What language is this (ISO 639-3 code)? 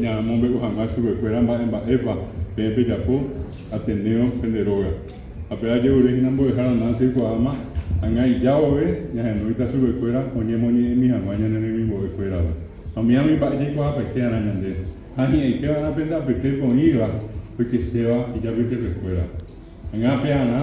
grn